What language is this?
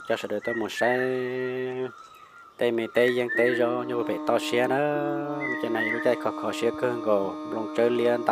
Hmong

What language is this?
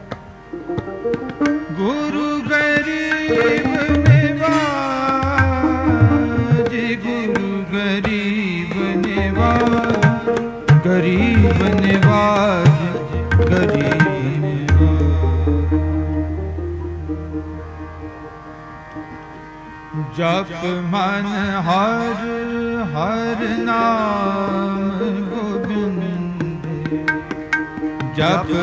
Punjabi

